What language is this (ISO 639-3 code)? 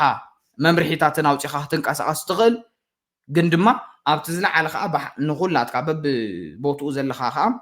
tir